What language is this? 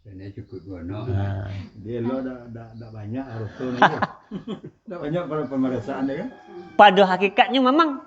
Minangkabau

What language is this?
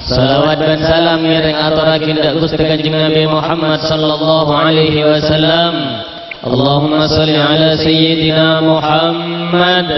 Madurese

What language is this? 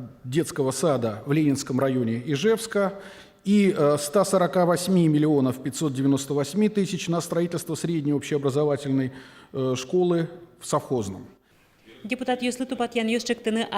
Udmurt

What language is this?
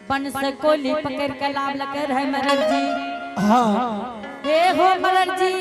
Angika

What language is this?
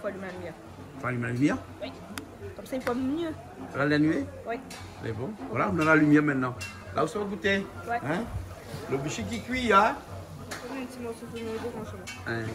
Réunion Creole French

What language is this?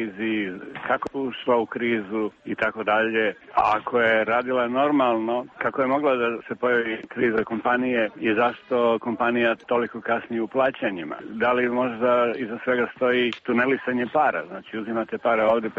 Serbian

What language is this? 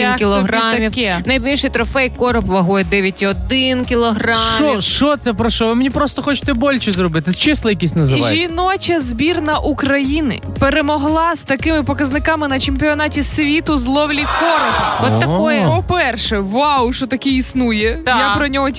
Ukrainian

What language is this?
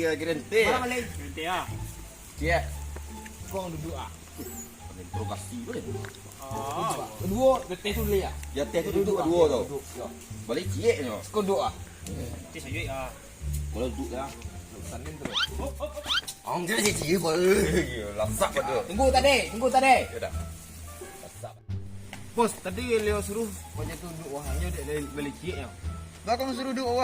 Minangkabau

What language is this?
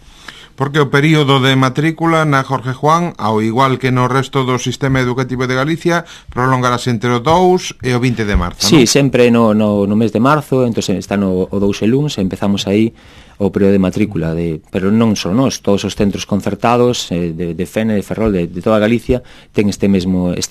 Galician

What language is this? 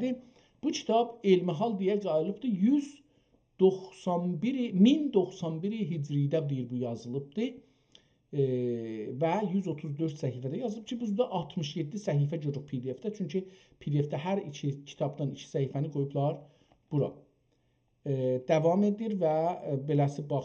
South Azerbaijani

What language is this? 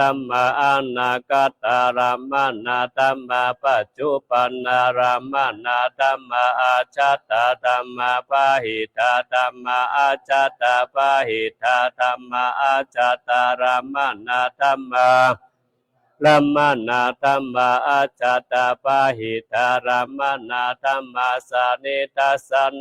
Pali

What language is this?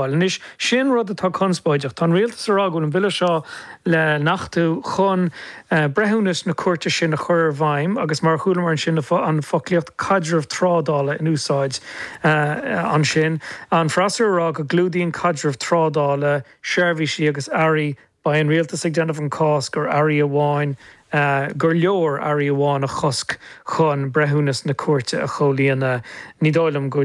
Irish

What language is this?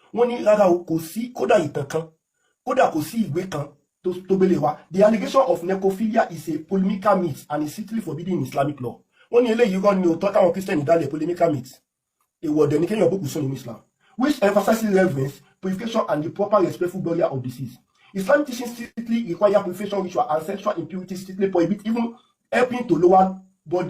Yoruba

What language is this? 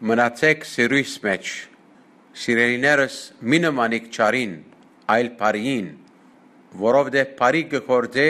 Armenian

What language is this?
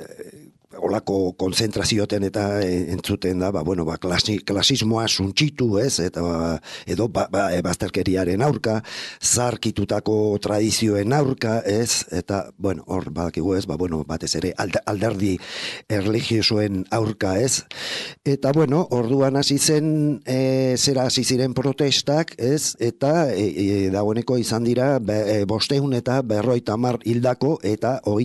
Basque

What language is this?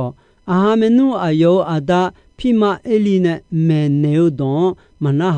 Akha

